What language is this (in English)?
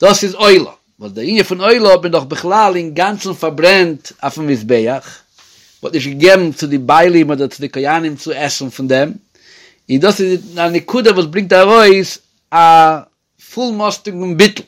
Yiddish